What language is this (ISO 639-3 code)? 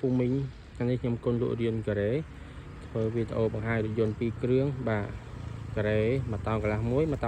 khm